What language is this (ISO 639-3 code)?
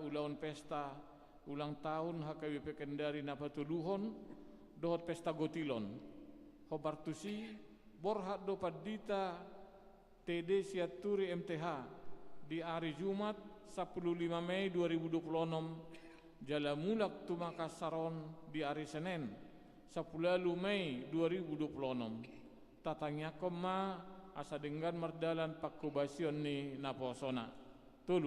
bbc